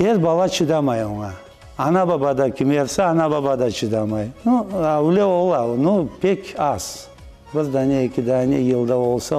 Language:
Crimean Tatar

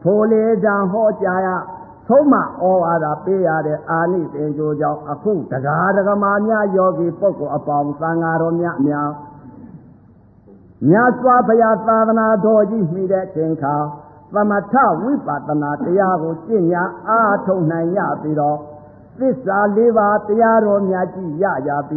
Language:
Burmese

